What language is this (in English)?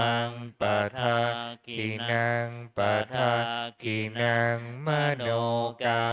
Pali